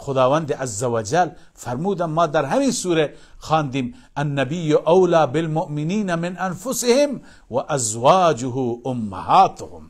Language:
Persian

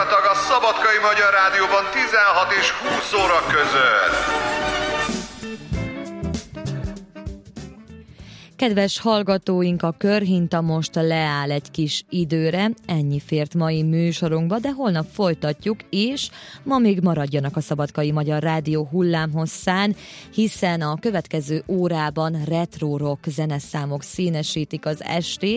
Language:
Hungarian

